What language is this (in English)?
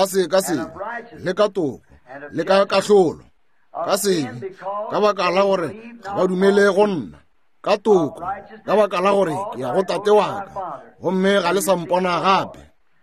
Northern Sotho